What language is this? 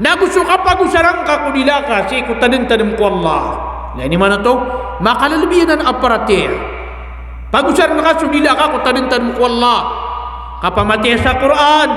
Maranao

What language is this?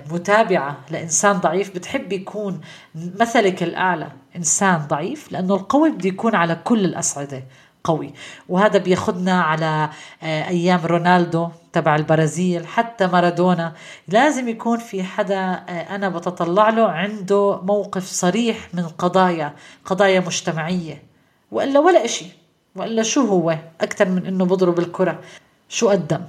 North Levantine Arabic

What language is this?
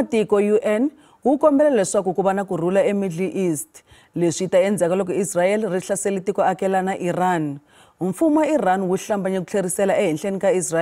Tsonga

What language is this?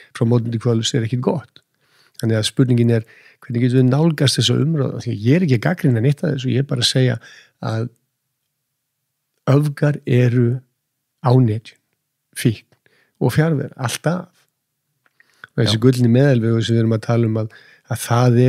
Icelandic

